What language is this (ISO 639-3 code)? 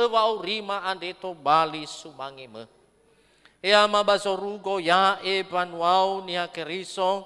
nia